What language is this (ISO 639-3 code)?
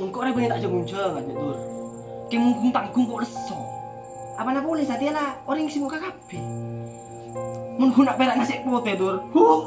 mad